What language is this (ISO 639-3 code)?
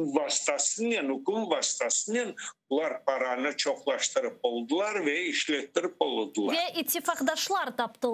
crh